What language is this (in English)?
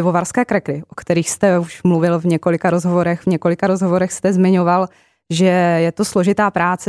Czech